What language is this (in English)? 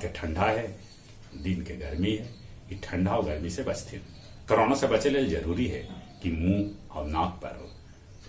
Magahi